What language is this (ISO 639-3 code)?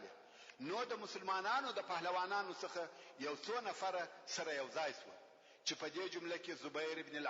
pus